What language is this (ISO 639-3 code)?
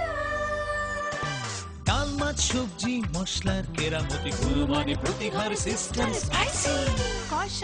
ben